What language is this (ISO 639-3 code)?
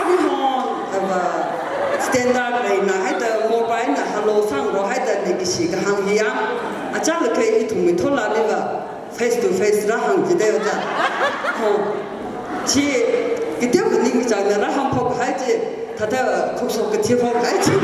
nmf